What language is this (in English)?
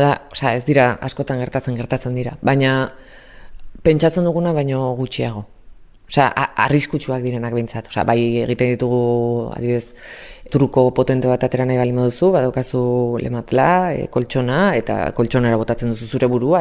Basque